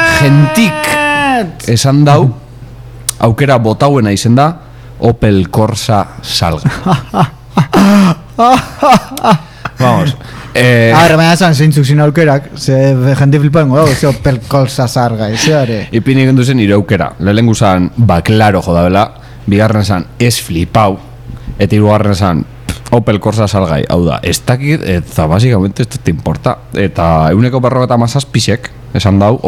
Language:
Basque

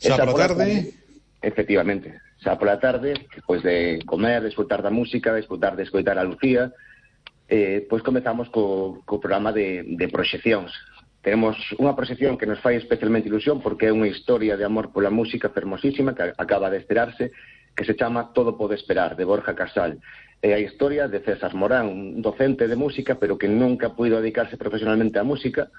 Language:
Galician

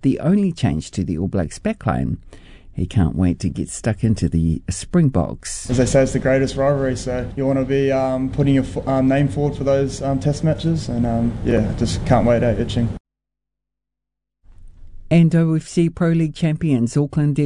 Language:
English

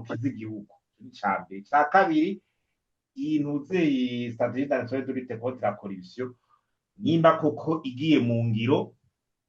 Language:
Rundi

